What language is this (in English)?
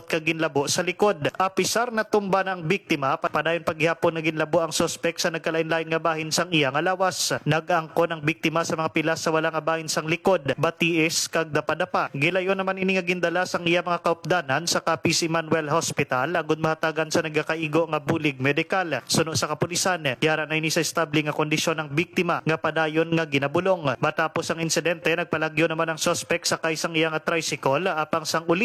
Hiligaynon